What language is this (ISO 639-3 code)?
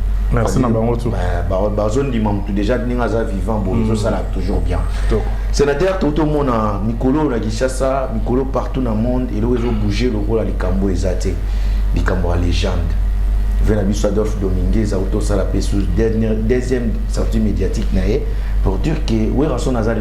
lin